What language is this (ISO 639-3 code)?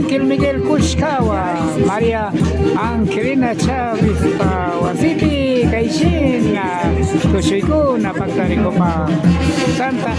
qvi